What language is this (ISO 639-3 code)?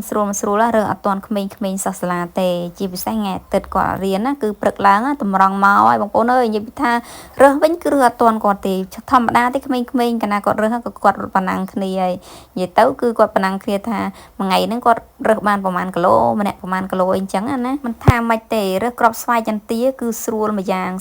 khm